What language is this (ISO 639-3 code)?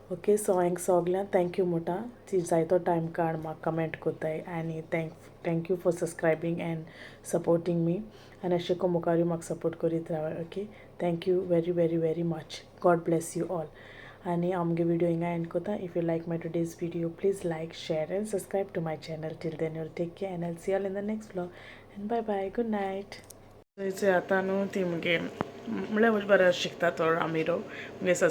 kok